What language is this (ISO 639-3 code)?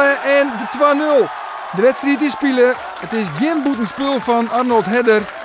fry